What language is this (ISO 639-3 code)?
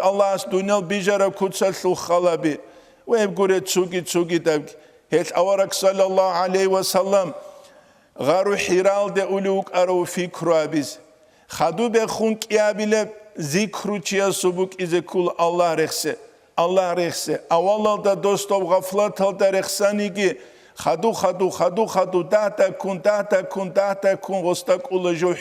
ava